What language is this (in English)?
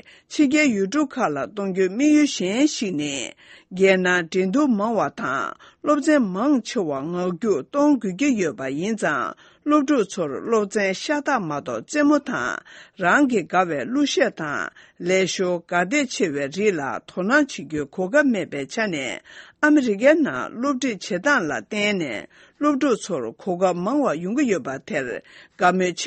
Tibetan